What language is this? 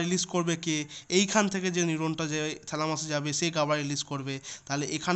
Bangla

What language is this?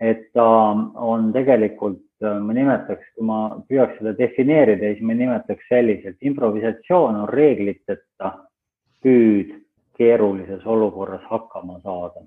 Estonian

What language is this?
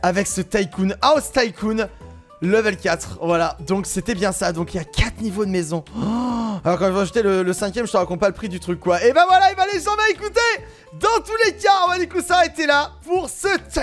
French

